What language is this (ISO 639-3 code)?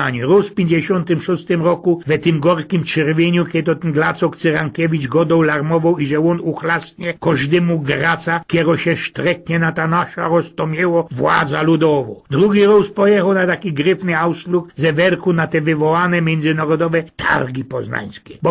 szl